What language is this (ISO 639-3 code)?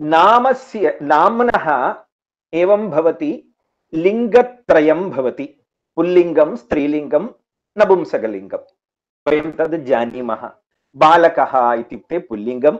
san